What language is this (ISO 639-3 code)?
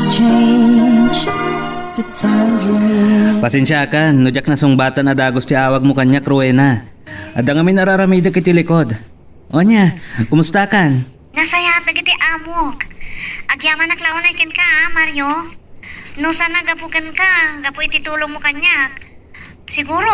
ilo